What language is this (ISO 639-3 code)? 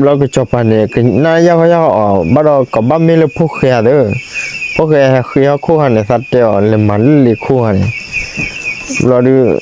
ksw